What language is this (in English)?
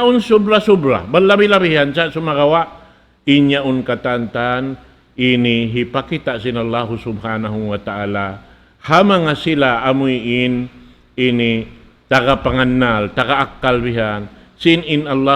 Tausug